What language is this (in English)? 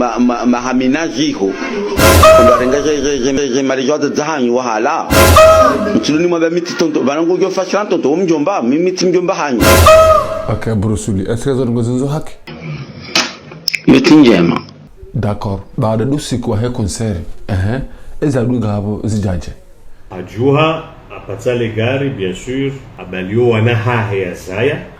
Ngazidja Comorian